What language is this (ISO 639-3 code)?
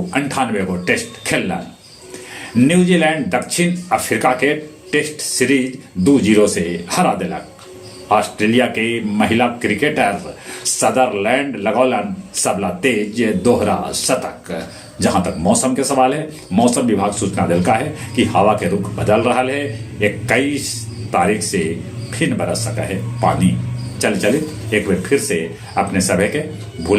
mag